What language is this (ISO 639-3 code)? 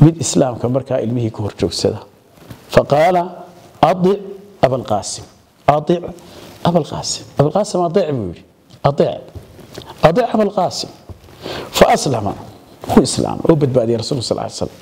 som